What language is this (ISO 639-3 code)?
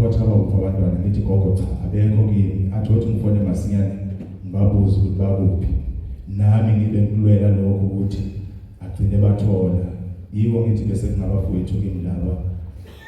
zul